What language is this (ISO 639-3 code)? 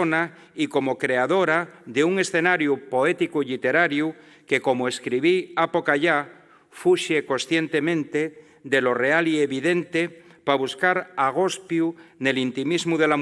ast